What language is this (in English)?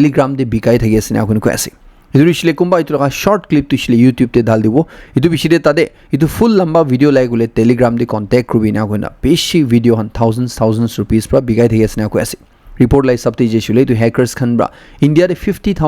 Naga Pidgin